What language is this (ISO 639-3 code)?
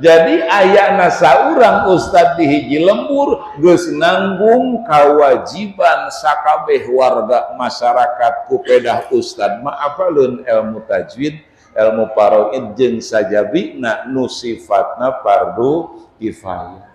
sun